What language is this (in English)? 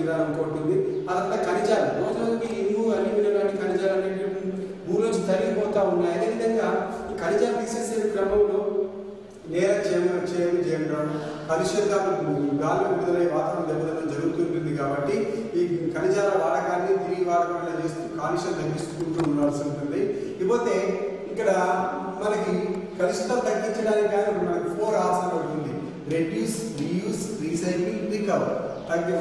Telugu